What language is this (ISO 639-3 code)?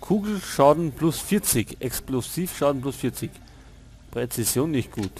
bar